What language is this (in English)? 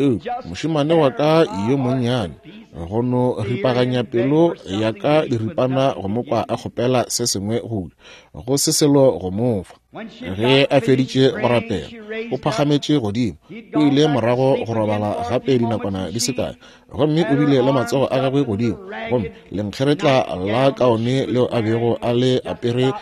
Northern Sotho